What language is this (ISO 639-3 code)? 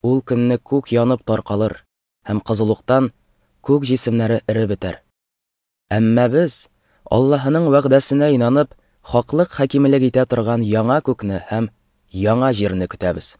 tat